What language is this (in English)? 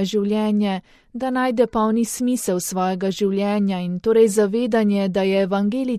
Slovenian